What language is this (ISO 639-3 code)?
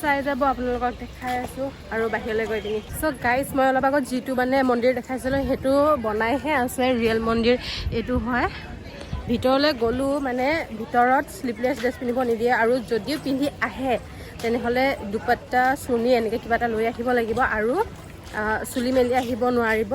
asm